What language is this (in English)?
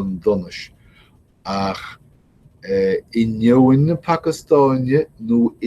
Irish